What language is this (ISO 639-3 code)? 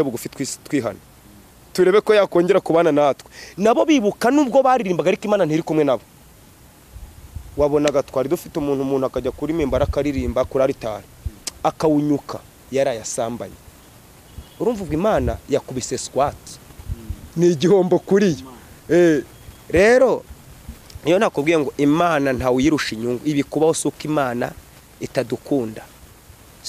kin